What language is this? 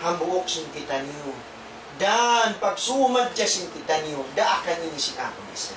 Tausug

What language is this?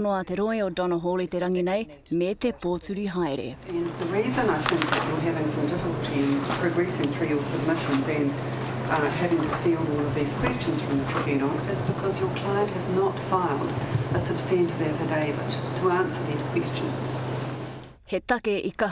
Māori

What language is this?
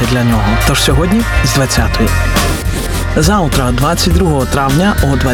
Ukrainian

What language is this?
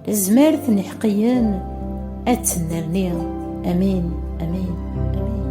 Kabyle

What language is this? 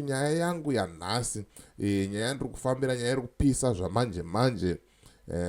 Shona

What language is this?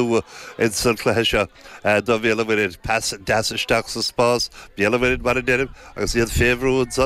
Irish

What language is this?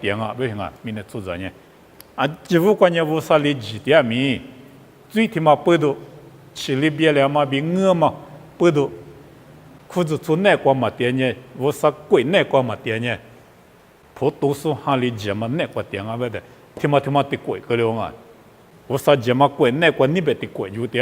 Lisu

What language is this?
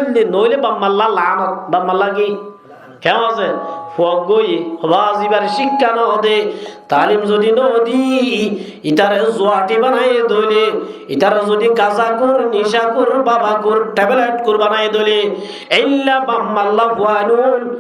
Rohingya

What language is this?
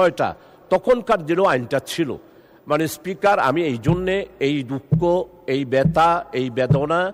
Bangla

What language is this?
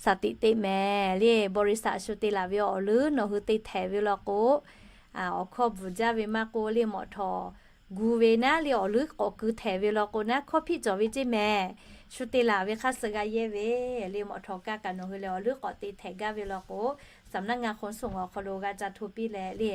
Lahu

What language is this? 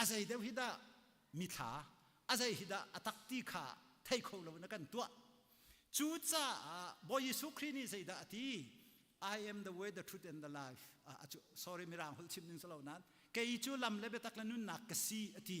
Hakha Chin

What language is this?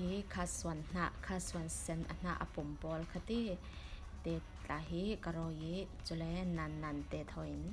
Falam Chin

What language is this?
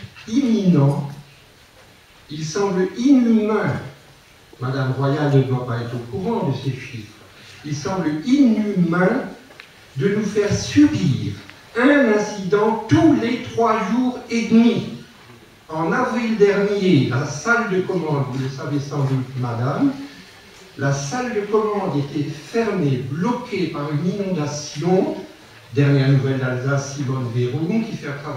French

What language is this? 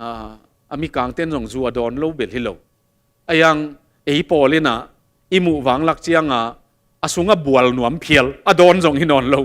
Tedim Chin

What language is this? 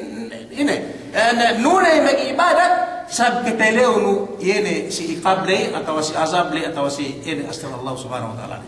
Yakan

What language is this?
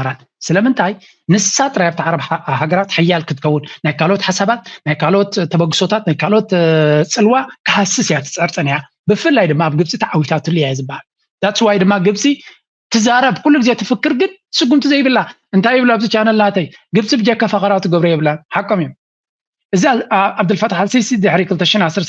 Tigrinya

